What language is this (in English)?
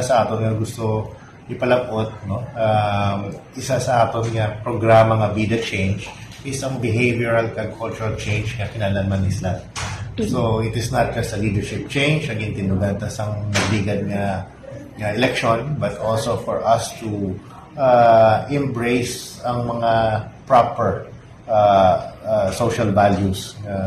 Hiligaynon